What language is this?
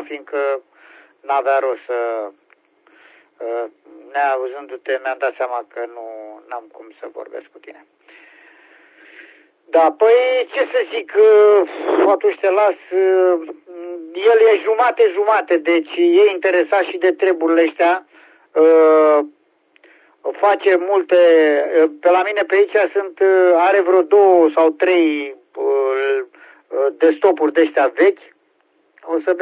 Romanian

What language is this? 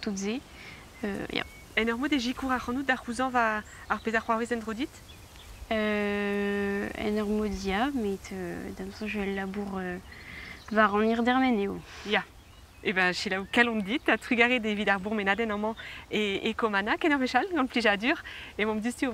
Breton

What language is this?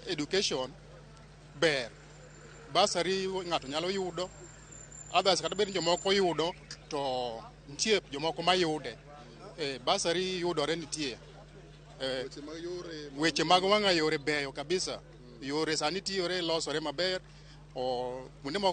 Luo (Kenya and Tanzania)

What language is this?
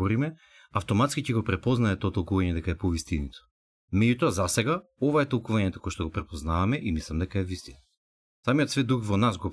Macedonian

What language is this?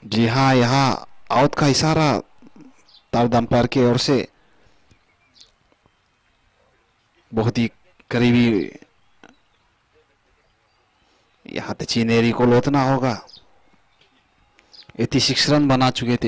Hindi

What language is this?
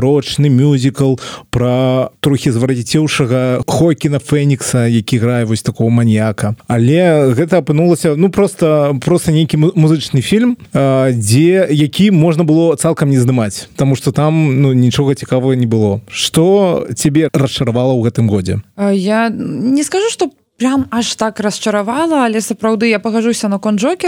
Belarusian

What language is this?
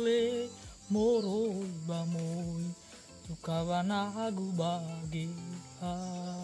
Nias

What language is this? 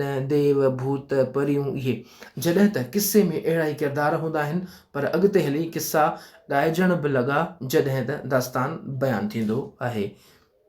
Sindhi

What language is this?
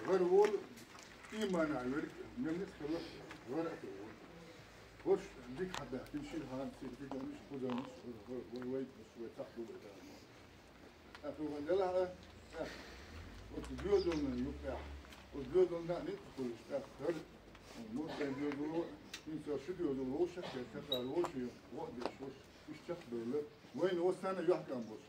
Chechen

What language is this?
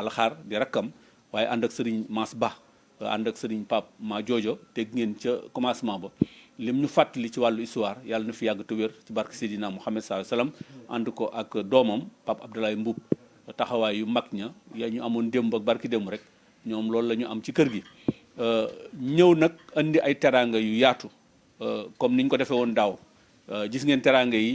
Wolof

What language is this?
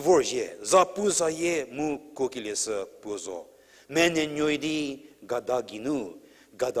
Angami Naga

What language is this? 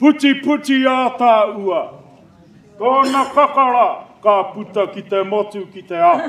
Māori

